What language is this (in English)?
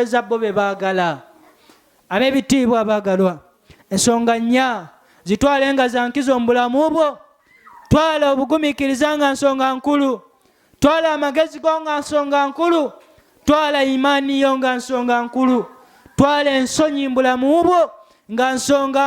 Ganda